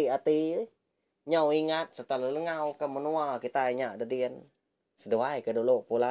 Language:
Iban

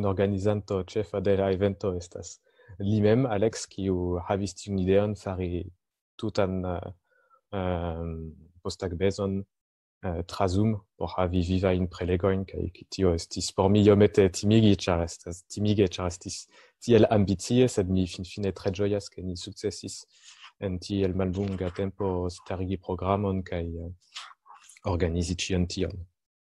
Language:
Esperanto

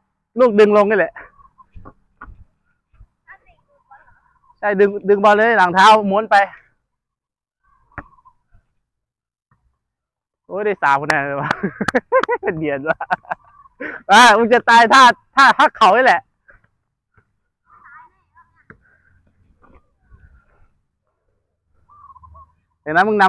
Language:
Thai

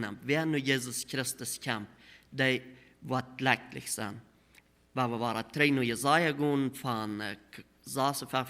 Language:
Plautdietsch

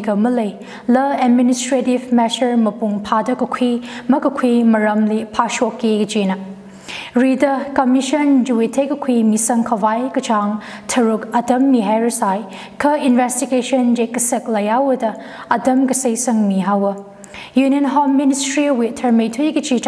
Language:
Tangkhul Naga (India)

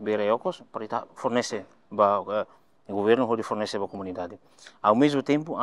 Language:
Tetum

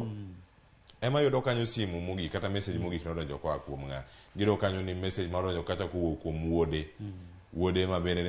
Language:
Luo (Kenya and Tanzania)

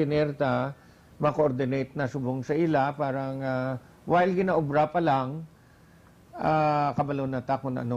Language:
Hiligaynon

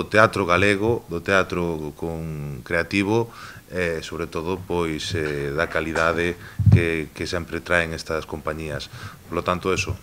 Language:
Galician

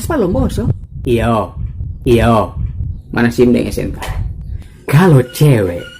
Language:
Manado Malay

